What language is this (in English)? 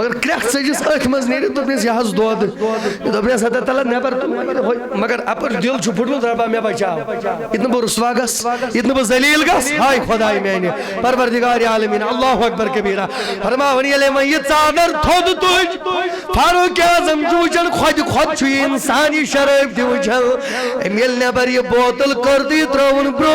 Kashmiri